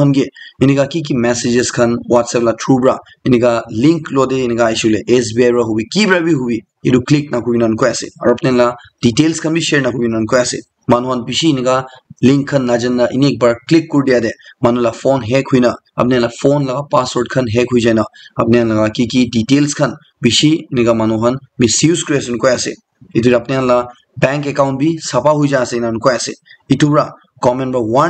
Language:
Naga Pidgin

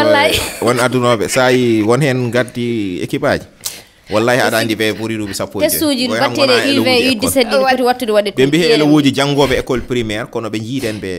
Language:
Fula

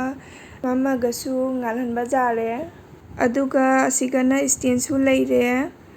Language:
Manipuri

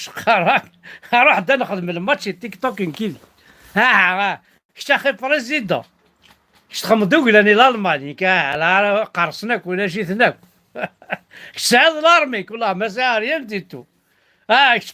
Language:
Kabyle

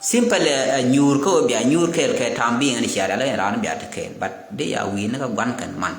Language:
Nuer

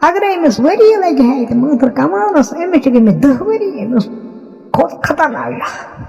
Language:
Kashmiri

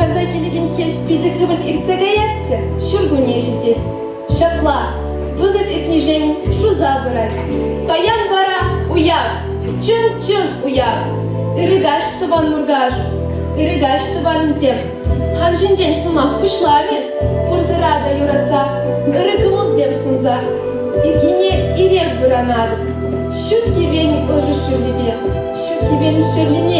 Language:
Chuvash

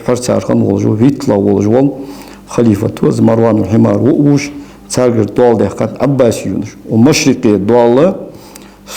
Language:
Ingush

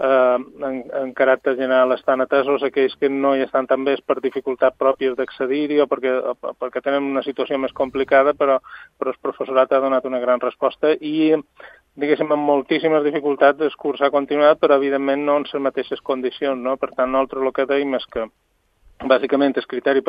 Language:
Catalan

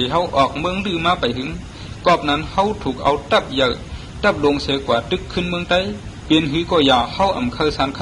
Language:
Shan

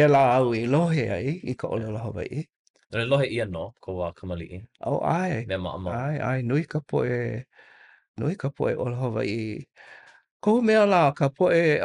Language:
Hawaiian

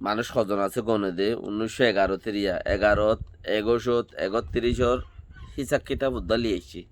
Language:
Rohingya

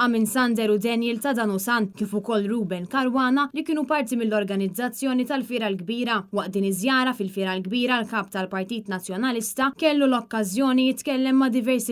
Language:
Maltese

